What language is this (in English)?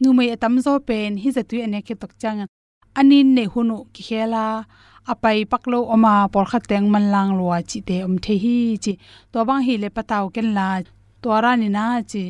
Tedim Chin